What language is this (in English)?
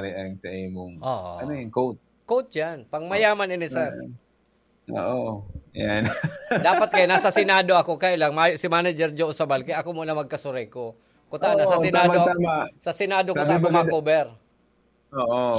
Bikol